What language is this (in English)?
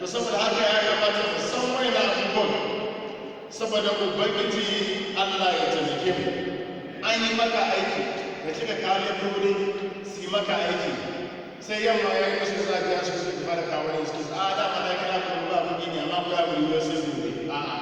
Hausa